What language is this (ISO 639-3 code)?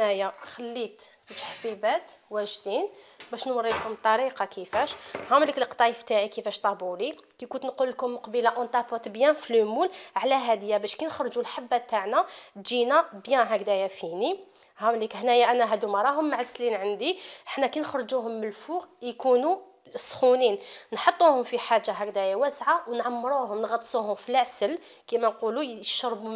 arq